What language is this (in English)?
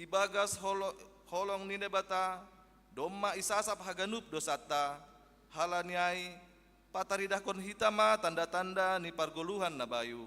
Batak Simalungun